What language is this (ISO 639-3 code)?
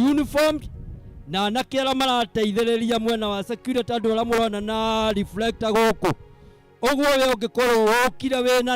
kik